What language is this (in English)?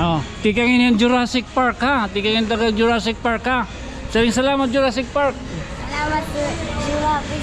Waray